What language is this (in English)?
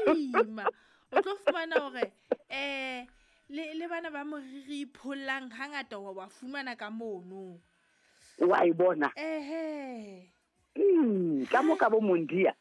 Southern Sotho